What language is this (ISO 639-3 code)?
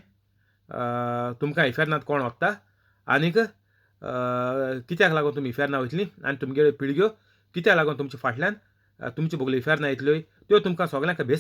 kok